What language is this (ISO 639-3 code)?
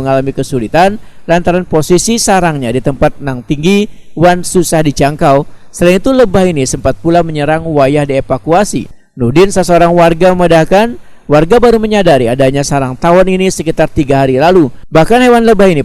bjn